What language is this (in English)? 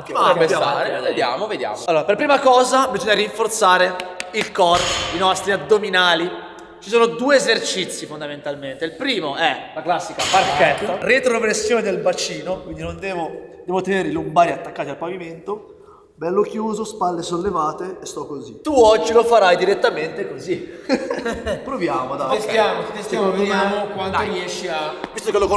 Italian